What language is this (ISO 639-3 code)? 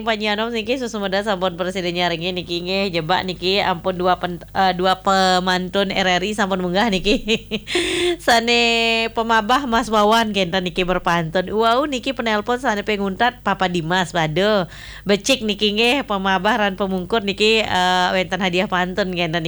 ban